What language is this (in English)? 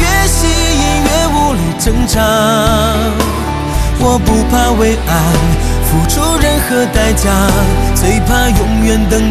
Chinese